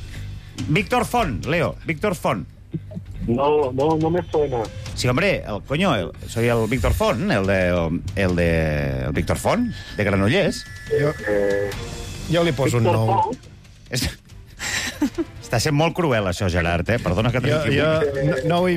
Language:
Catalan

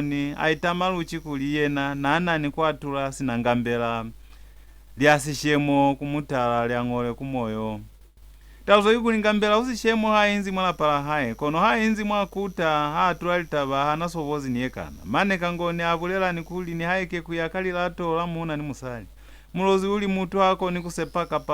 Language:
Lozi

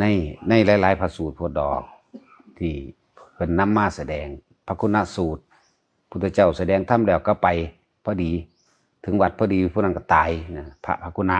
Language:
Northeastern Thai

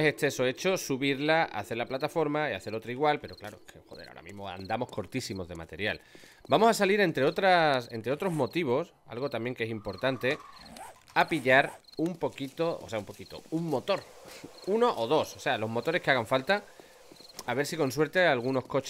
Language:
Spanish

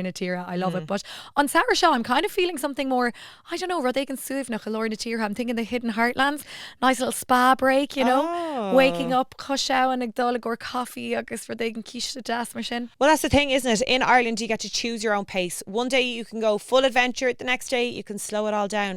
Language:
Irish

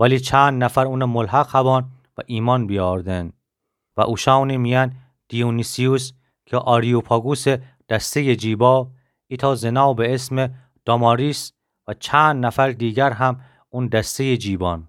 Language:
Gilaki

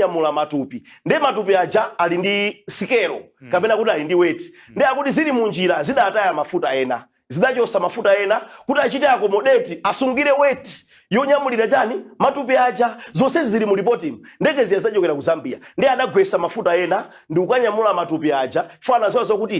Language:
Nyanja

